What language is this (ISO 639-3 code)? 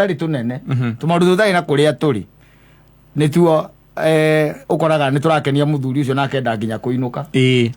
kik